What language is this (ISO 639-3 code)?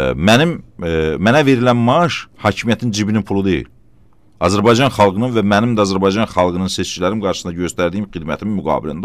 aze